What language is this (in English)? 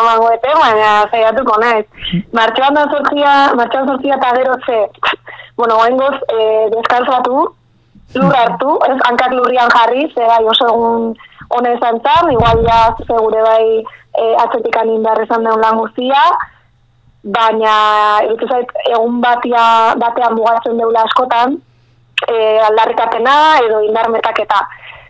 Basque